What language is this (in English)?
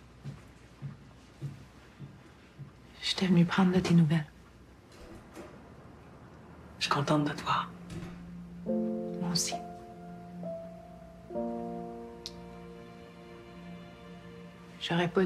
French